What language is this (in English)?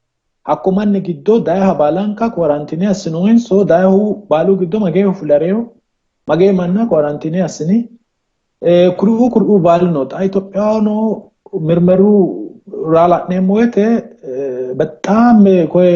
Sidamo